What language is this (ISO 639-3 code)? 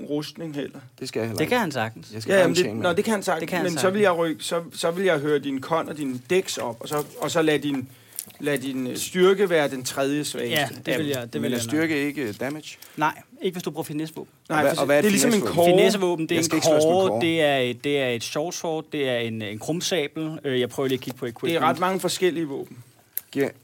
dan